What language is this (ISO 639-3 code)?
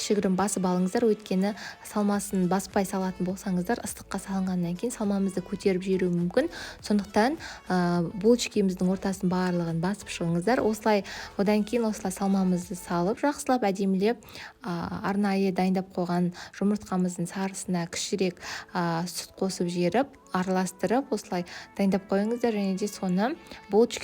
kaz